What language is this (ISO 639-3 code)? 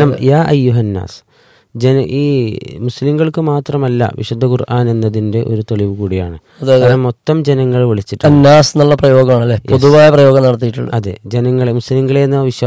mal